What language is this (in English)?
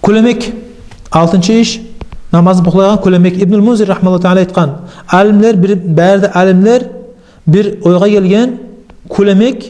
Kumyk